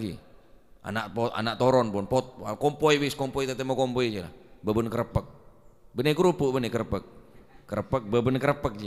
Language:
Madurese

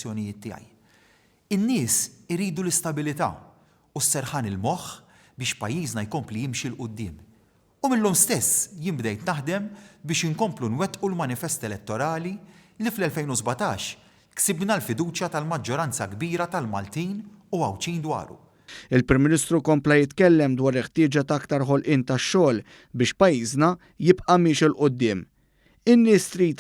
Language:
Maltese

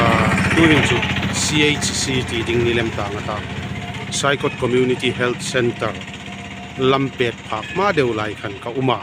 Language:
Hmar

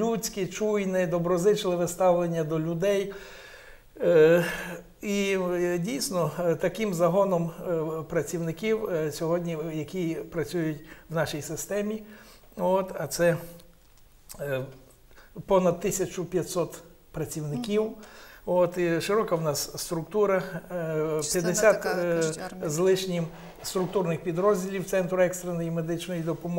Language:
Ukrainian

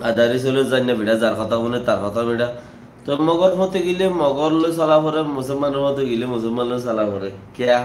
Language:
Rohingya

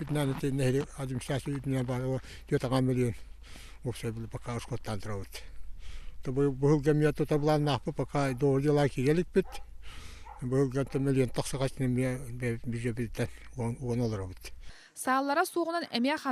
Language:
Yakut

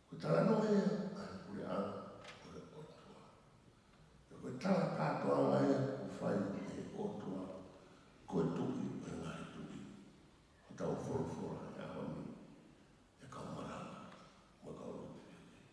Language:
Tongan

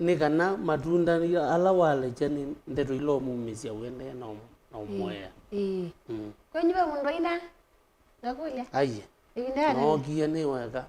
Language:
Kamba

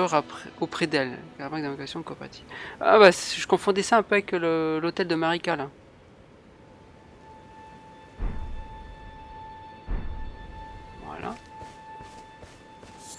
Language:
French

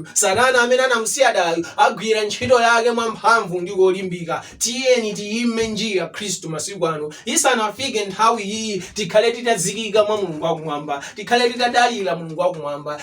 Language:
Nyanja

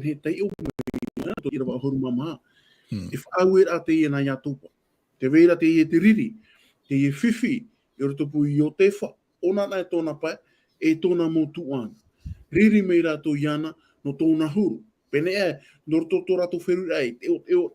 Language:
Tahitian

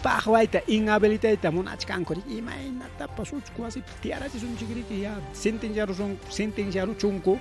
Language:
Ayacucho Quechua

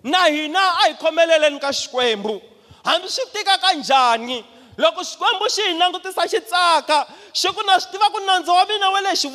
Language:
Tsonga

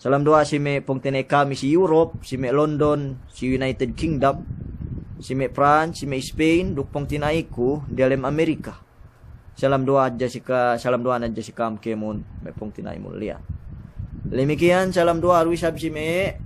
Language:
Yakan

